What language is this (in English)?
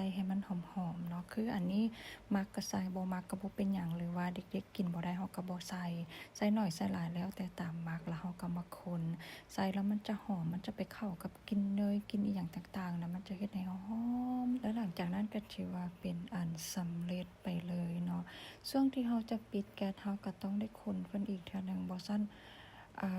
Lao